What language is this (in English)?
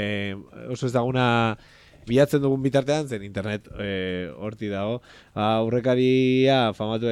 Basque